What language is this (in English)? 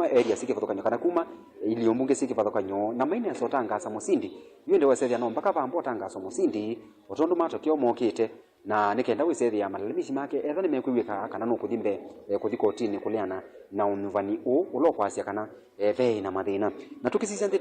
Kamba